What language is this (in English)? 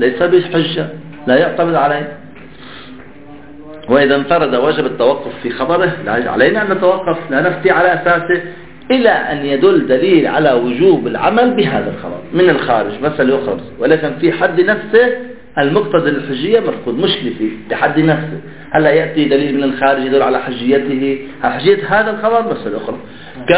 Arabic